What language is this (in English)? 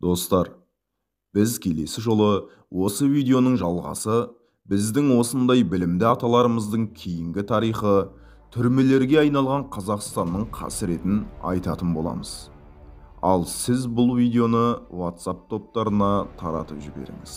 Kazakh